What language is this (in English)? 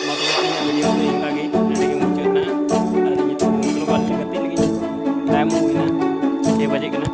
Santali